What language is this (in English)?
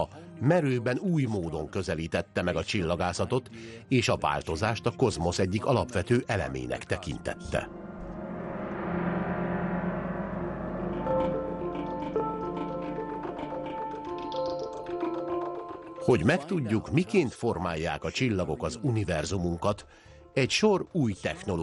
Hungarian